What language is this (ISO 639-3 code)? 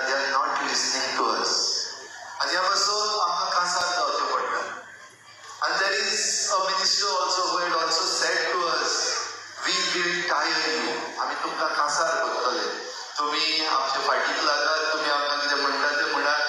kok